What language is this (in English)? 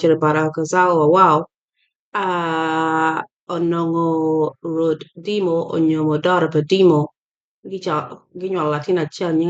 Acoli